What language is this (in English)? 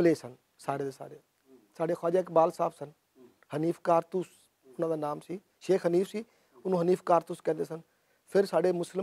Western Panjabi